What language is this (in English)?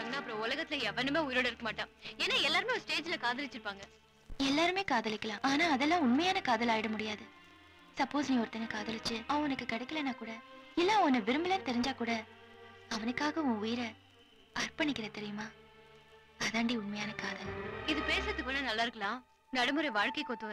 Tamil